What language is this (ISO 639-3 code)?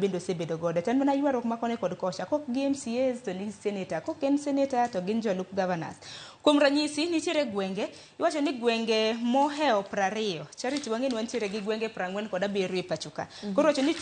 luo